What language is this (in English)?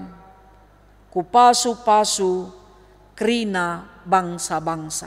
Batak Karo